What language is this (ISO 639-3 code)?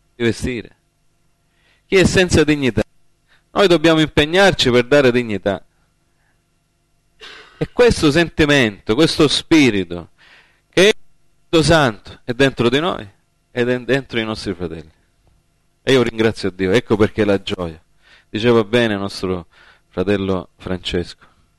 ita